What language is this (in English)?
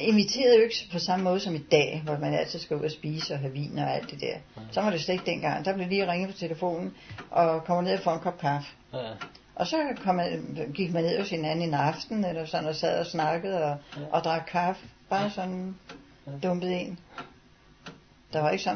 Danish